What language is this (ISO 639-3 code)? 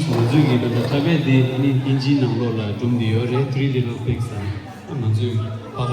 bod